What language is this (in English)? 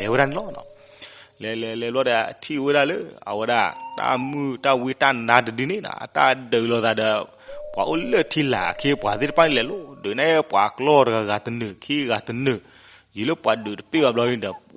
S'gaw Karen